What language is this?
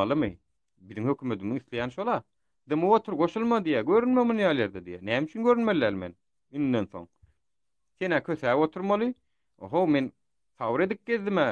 Turkmen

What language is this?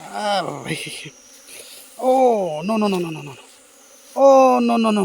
Naga Pidgin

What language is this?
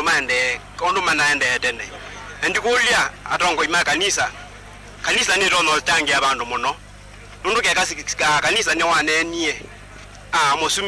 Kamba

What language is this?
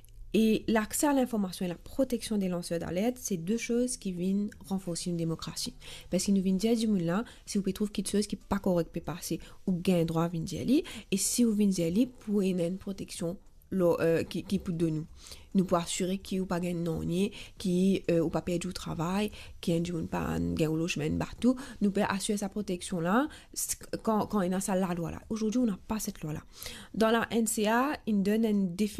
Morisyen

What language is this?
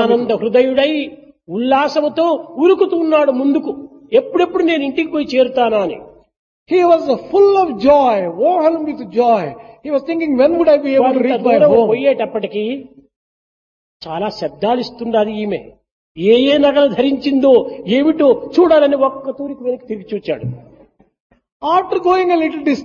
Telugu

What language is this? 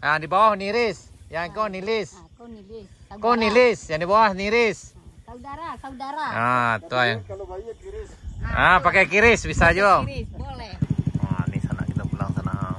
Minangkabau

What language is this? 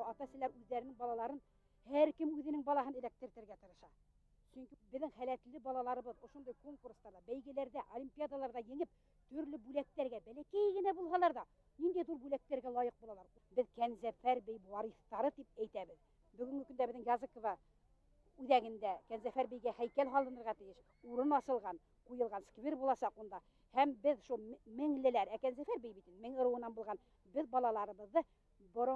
Bashkir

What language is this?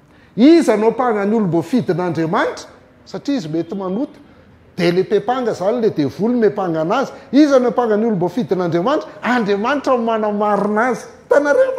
Malagasy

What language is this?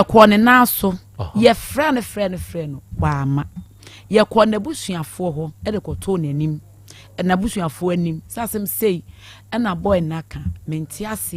Akan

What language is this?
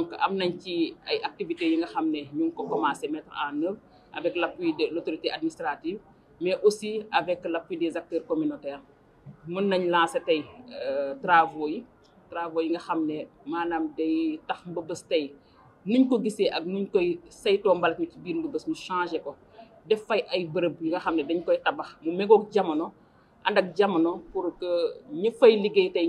Wolof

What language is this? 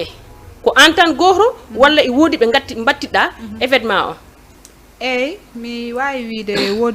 Fula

